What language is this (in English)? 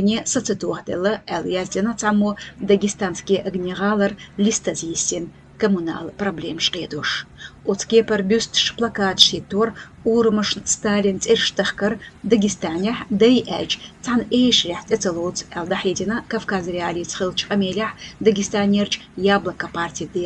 Chechen